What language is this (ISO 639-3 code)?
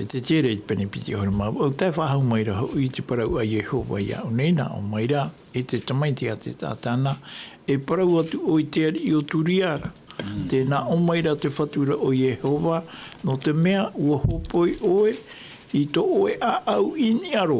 tah